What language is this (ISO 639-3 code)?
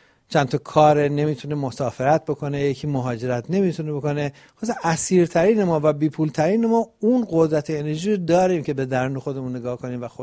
fas